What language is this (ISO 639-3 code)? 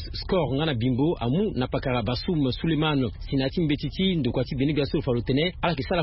sag